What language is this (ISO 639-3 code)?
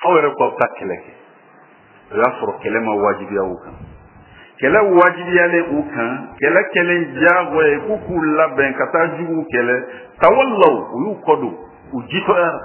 bam